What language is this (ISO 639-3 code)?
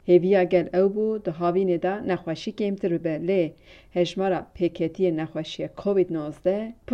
kur